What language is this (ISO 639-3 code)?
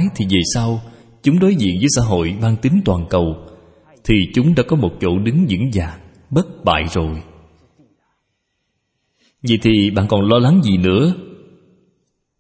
vie